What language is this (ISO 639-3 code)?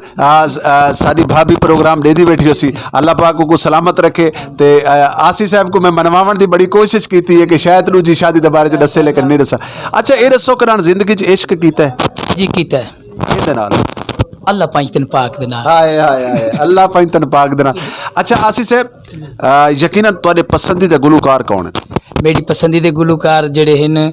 lah